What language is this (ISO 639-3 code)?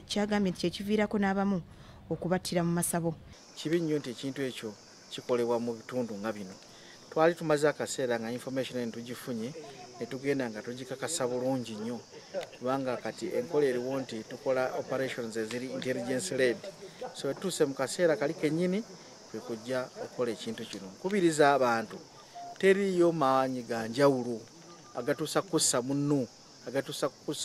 lug